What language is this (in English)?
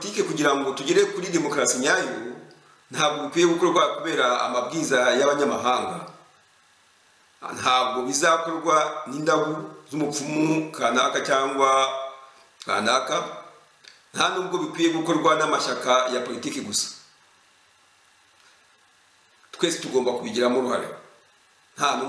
Kinyarwanda